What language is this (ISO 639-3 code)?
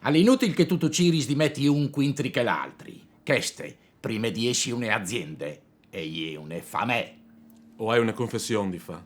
fur